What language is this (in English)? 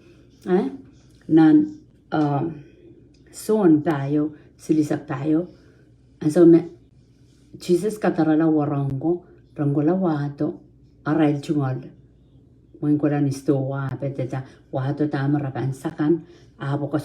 Pohnpeian